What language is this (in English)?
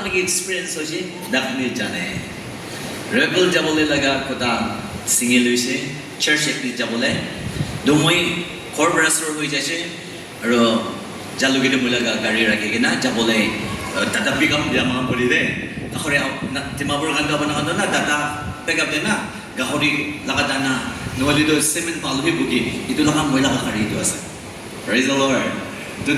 Naga Pidgin